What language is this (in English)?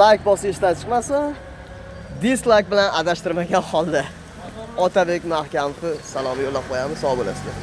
Uzbek